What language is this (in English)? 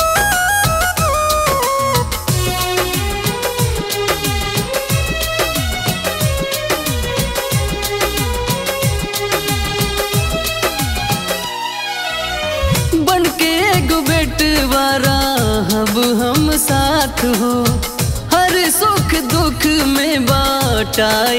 Bhojpuri